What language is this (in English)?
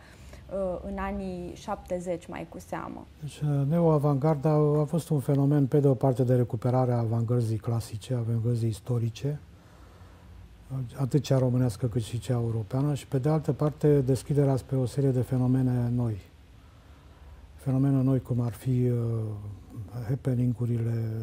Romanian